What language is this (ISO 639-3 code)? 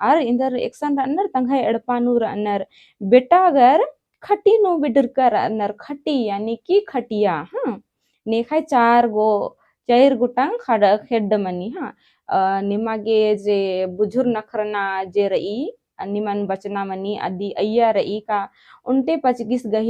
kru